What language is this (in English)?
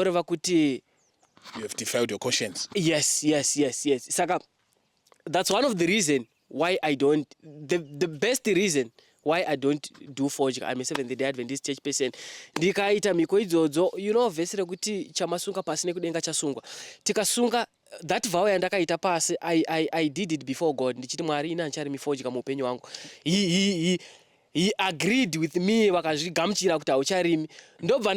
Shona